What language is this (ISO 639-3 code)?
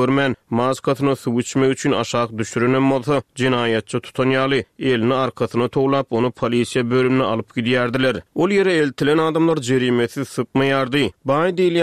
tuk